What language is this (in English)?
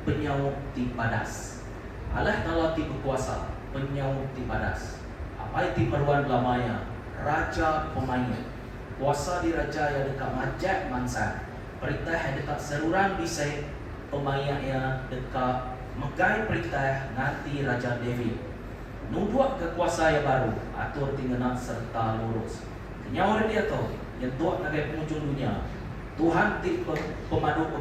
Iban